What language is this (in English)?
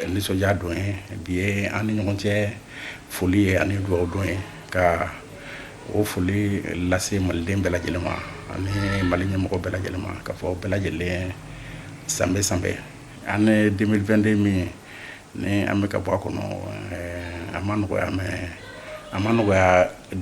Bambara